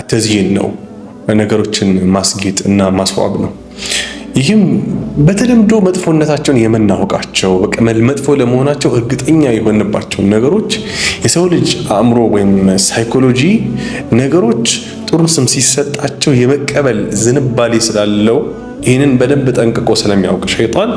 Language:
Amharic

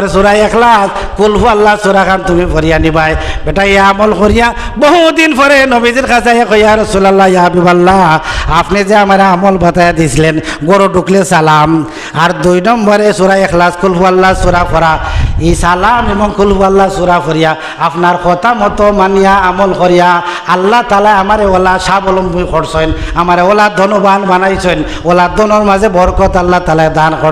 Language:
Sylheti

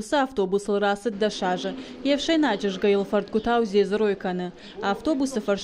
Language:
Ossetic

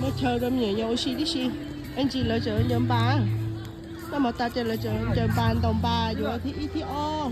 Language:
Hmong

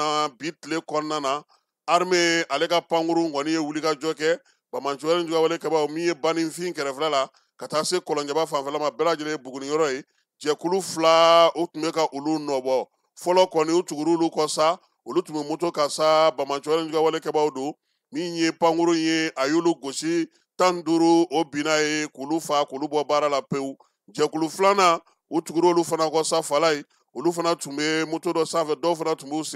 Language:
Bambara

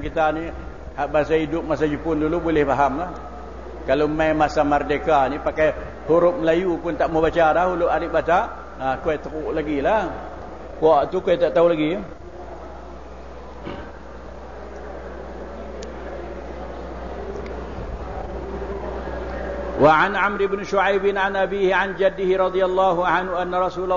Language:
Malay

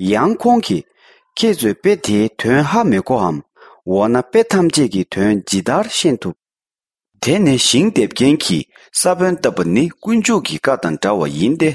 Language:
Tibetan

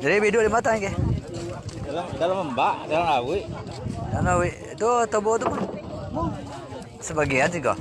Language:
Minangkabau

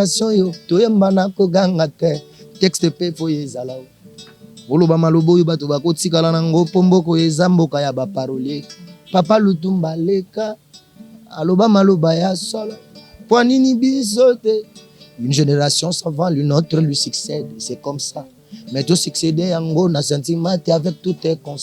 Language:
Lingala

